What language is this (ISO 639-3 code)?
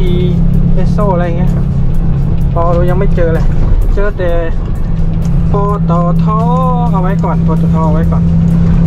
tha